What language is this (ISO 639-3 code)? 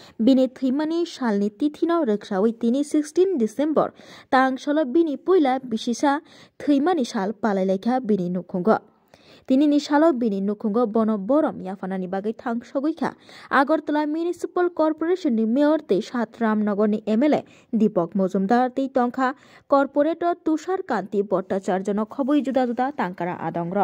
trp